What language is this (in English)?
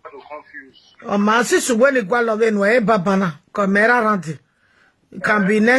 Nigerian Pidgin